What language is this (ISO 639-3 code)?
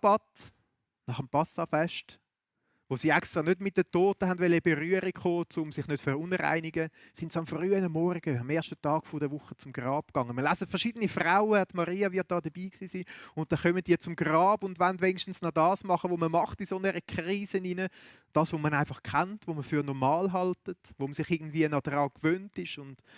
gsw